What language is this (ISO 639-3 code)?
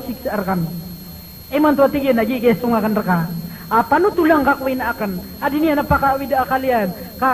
mrw